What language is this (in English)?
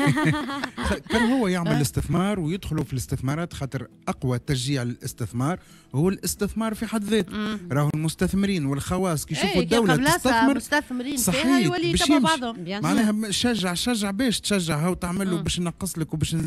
Tunisian Arabic